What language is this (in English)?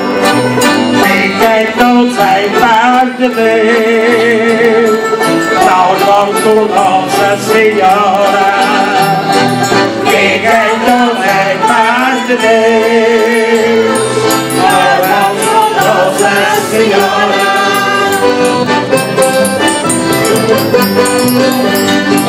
Portuguese